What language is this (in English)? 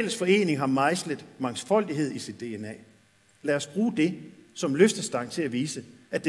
Danish